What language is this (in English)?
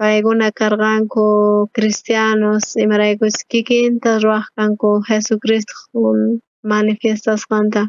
South Bolivian Quechua